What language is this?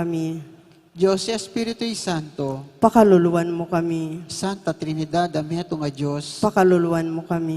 Pampanga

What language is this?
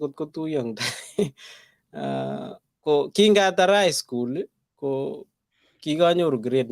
Kalenjin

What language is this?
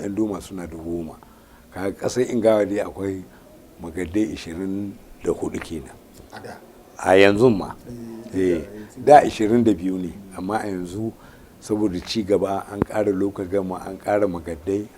Hausa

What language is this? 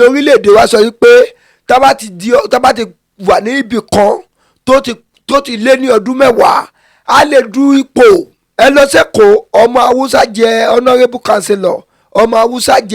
Yoruba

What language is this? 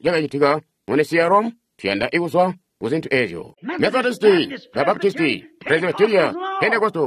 Tonga (Zambia)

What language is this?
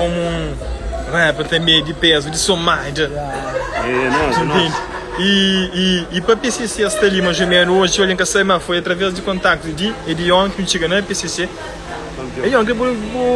Kabuverdianu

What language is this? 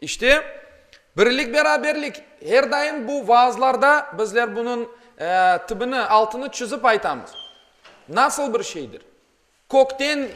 Crimean Tatar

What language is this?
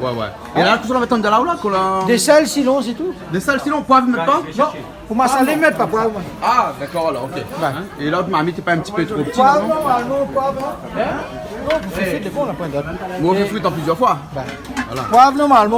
Réunion Creole French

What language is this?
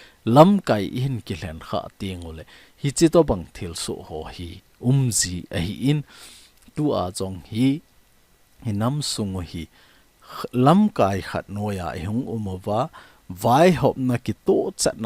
Thado Chin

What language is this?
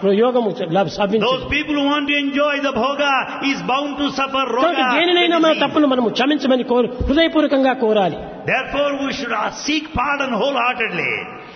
Telugu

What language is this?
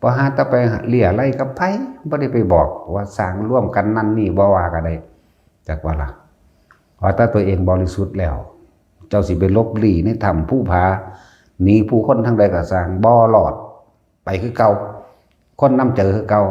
Northeastern Thai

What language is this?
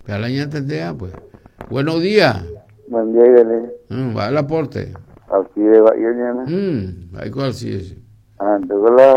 Guarani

